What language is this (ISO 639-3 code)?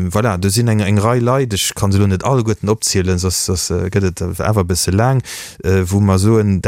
ltz